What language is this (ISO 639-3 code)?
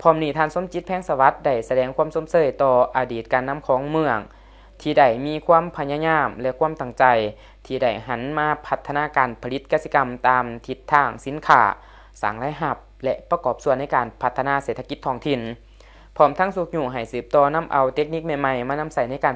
lao